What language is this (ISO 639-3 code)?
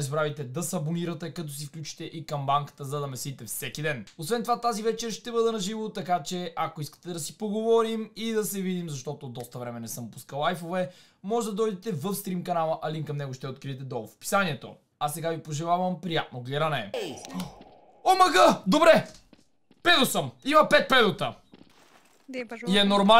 bul